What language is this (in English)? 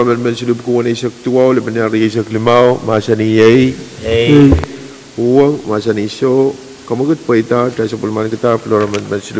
Pohnpeian